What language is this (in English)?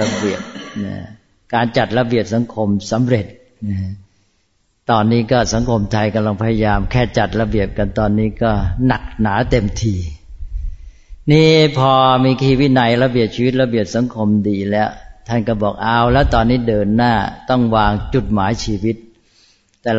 Thai